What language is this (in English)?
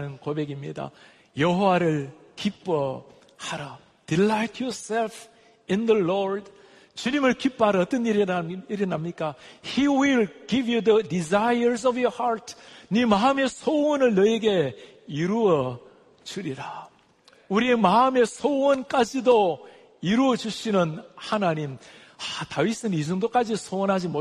Korean